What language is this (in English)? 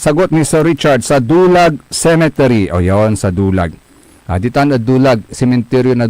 Pangasinan